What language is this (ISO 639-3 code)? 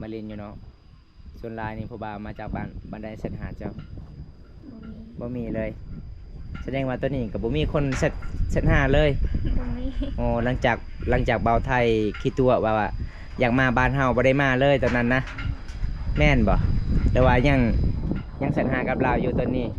lao